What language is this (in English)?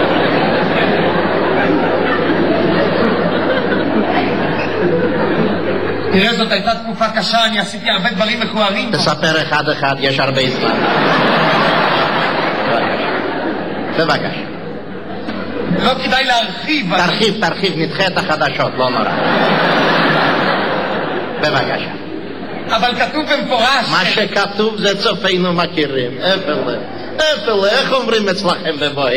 Hebrew